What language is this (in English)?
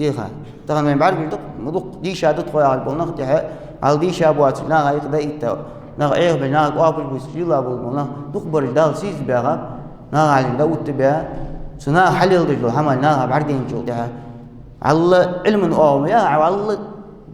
Ingush